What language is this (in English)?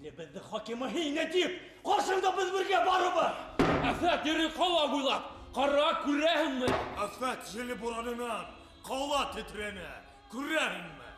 Bashkir